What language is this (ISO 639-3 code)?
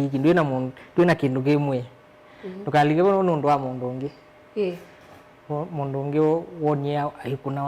kam